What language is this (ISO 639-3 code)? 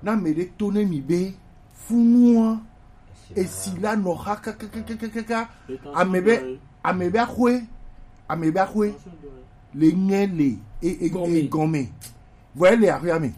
gej